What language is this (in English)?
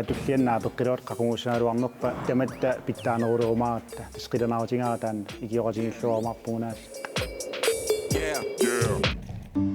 Kalaallisut